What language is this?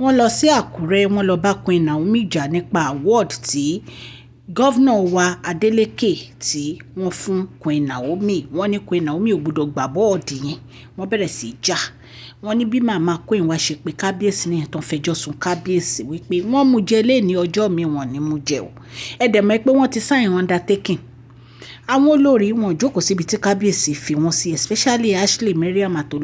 Yoruba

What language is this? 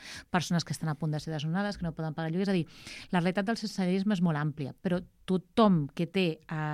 Catalan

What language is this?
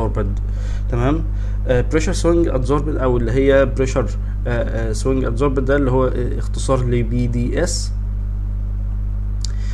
Egyptian Arabic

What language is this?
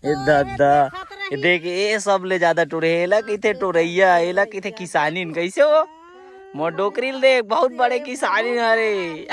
Chhattisgarhi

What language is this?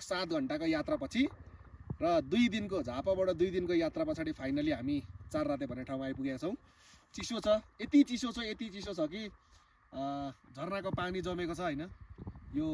Nepali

